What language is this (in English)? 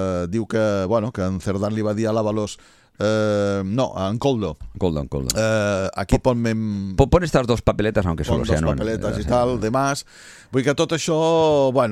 Catalan